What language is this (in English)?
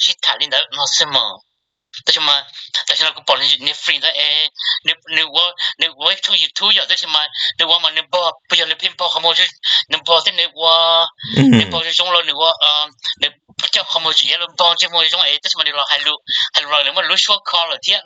Hmong